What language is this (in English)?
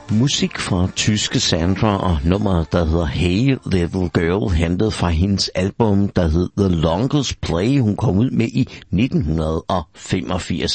Danish